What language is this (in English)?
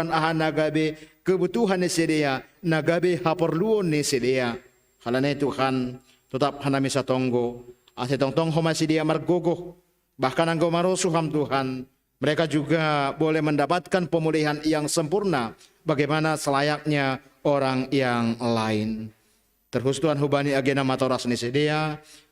Batak Simalungun